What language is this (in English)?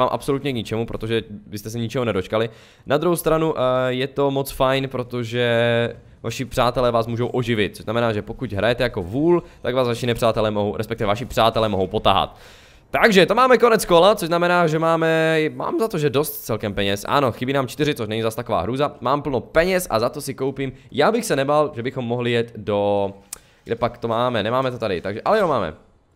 Czech